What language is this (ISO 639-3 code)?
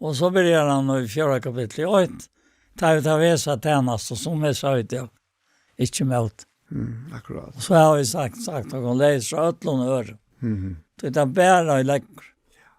fao